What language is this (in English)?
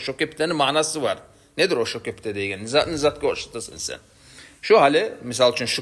Kumyk